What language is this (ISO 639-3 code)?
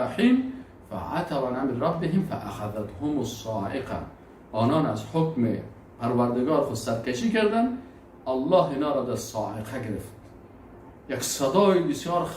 fas